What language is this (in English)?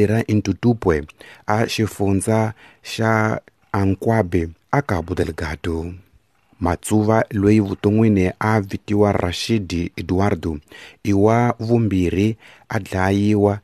Tsonga